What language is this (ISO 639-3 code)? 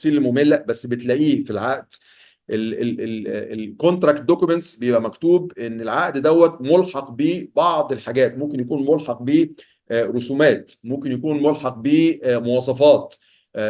arz